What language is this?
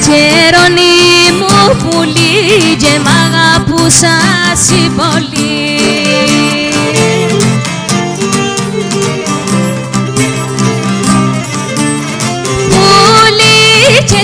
Greek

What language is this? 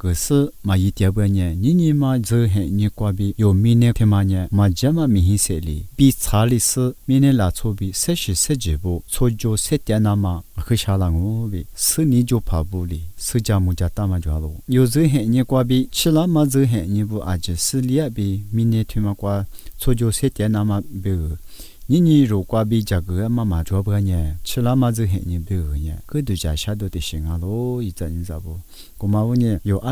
Lisu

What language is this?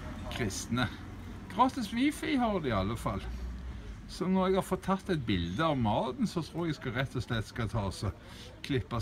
Norwegian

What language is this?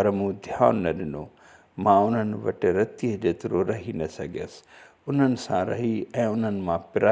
Sindhi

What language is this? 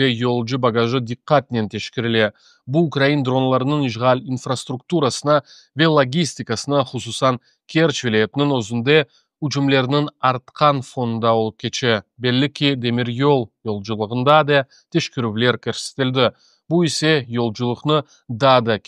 Crimean Tatar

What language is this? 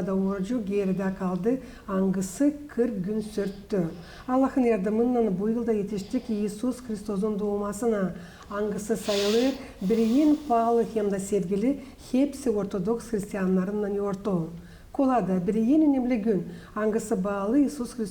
Gagauz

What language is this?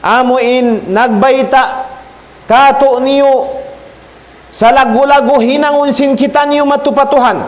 Tausug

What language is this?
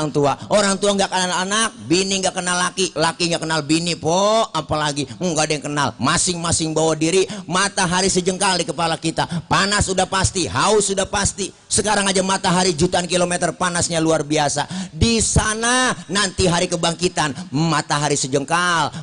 Betawi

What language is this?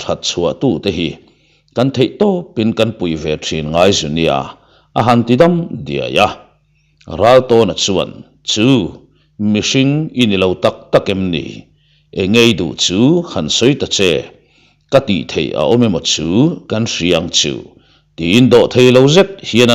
Mizo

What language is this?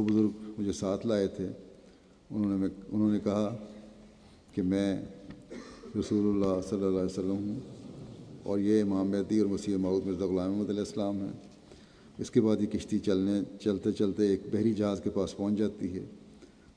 Urdu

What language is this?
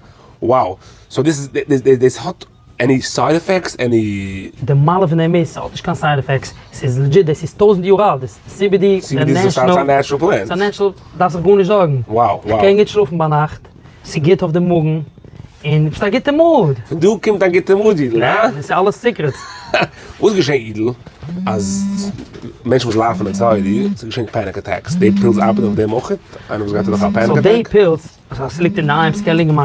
Yiddish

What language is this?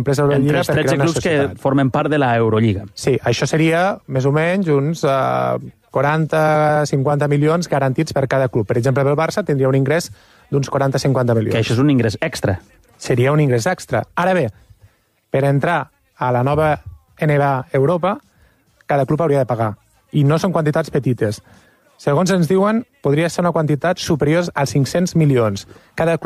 Catalan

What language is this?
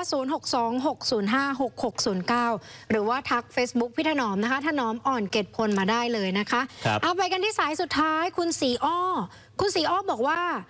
Thai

